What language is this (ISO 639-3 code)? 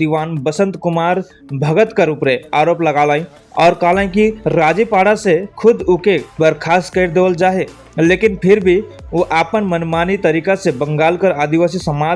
sck